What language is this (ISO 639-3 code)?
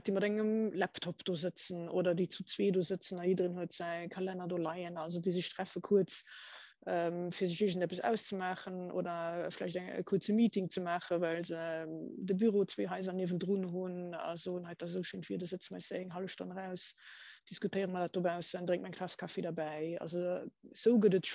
ltz